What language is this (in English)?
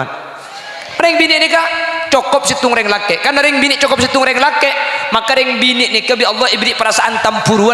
Madurese